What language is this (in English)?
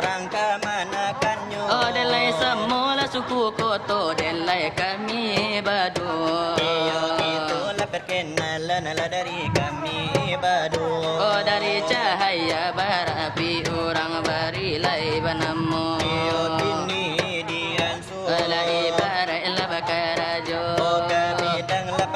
Minangkabau